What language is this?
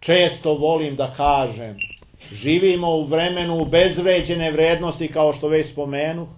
Serbian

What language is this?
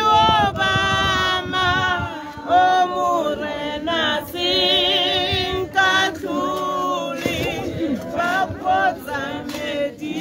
Tswana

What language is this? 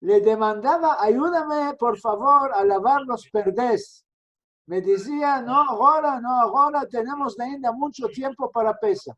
Ladino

